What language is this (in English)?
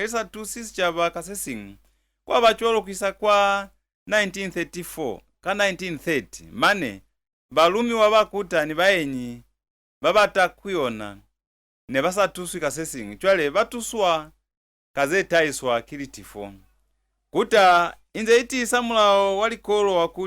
Lozi